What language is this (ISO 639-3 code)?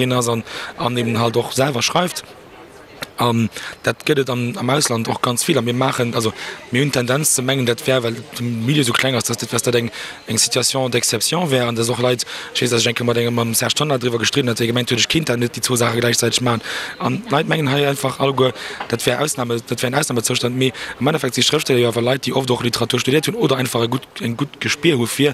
ltz